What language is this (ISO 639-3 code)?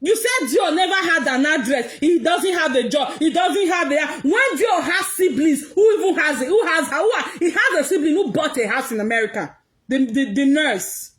pcm